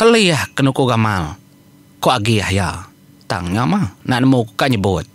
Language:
Iban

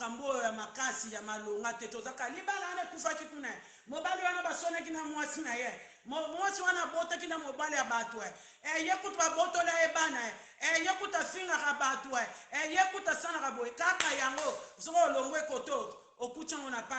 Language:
Lingala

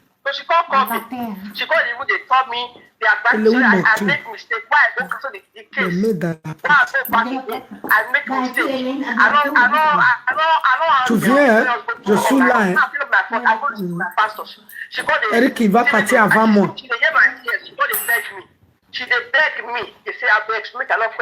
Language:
Nigerian Pidgin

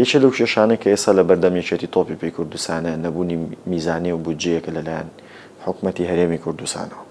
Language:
Central Kurdish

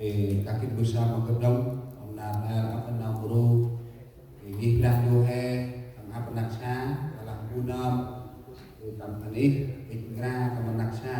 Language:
Central Mnong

